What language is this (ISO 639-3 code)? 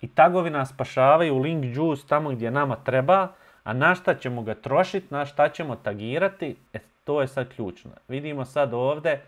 bos